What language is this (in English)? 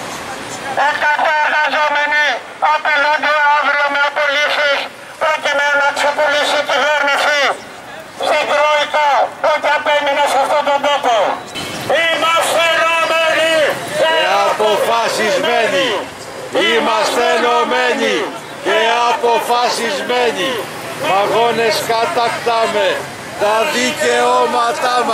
Greek